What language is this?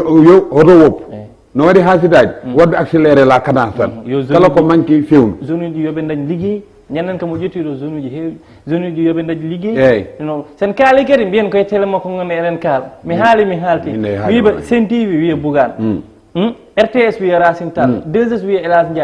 Fula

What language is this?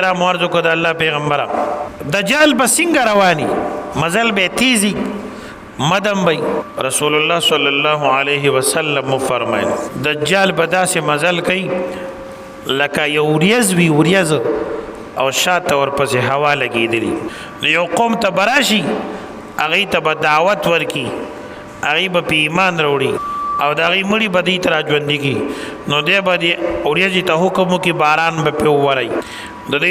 Pashto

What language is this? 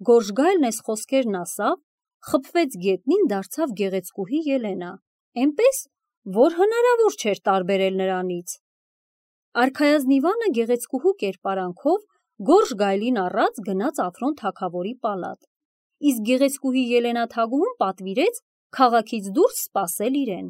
Armenian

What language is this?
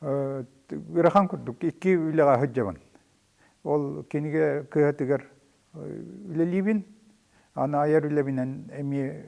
Yakut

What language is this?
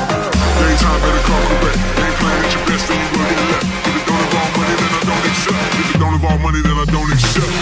Swiss German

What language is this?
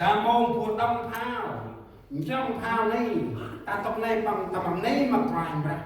Central Mnong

